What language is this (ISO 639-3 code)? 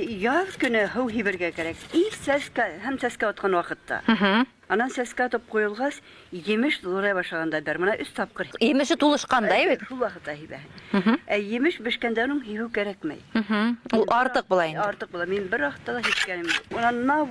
bak